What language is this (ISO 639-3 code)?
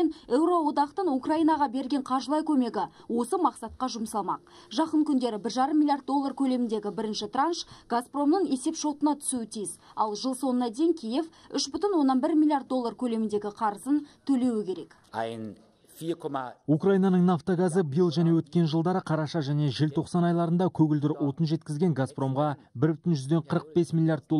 kaz